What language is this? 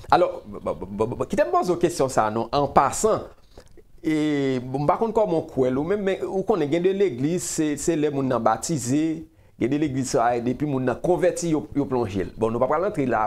Haitian Creole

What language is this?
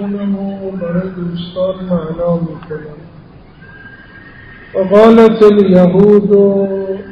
Persian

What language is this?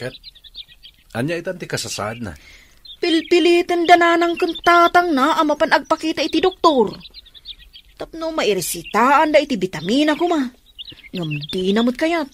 Iloko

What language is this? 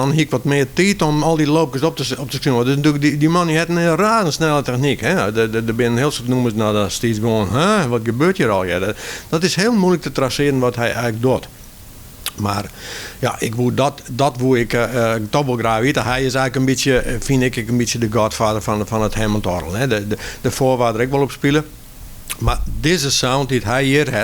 Western Frisian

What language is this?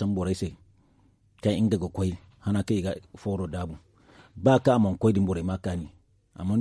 Zarma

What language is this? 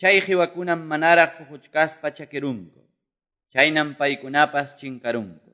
Quechua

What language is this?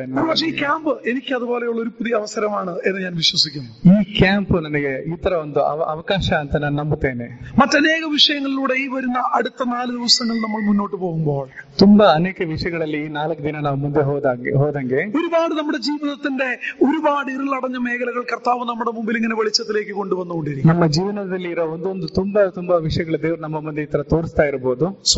Malayalam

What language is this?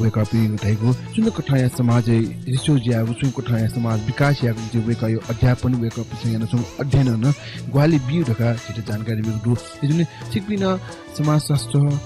Newari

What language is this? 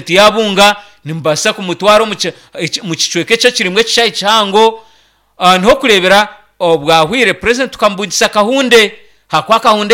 Nyankole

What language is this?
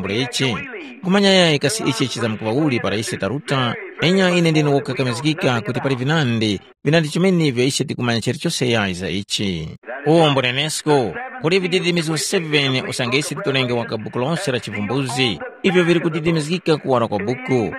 Tumbuka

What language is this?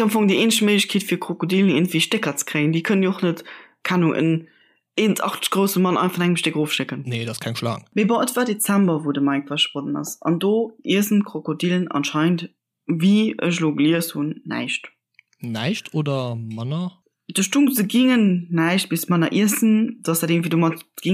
Luxembourgish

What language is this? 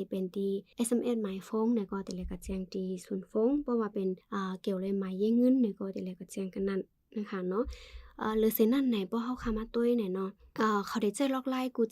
Shan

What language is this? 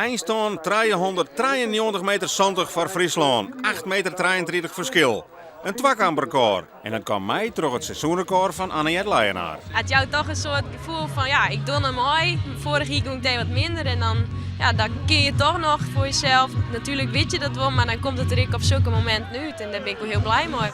Western Frisian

